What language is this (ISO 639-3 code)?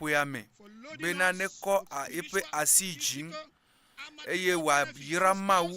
ewe